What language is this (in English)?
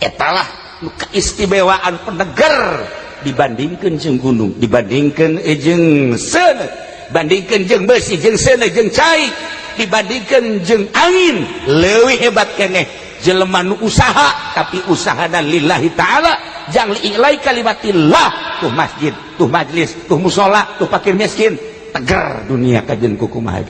Sundanese